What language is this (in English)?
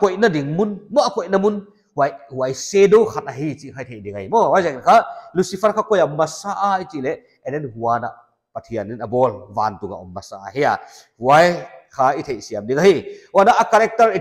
Paite Chin